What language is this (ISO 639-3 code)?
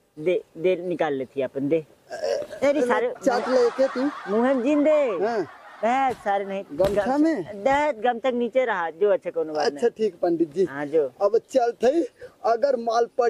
awa